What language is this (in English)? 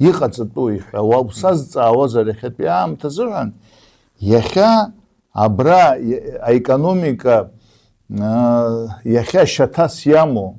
Abkhazian